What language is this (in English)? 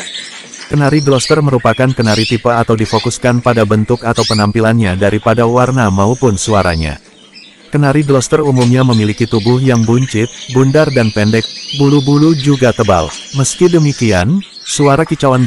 Indonesian